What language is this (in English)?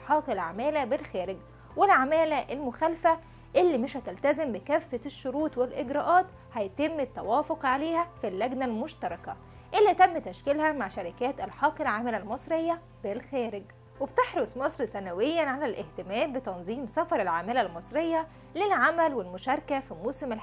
Egyptian Arabic